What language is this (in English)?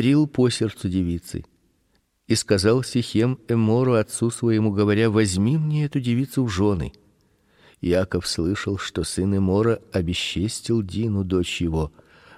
Russian